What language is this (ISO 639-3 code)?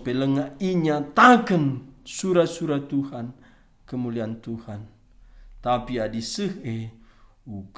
btx